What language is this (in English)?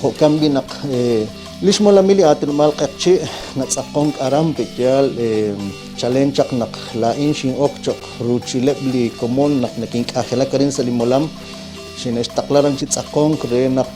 Kekchí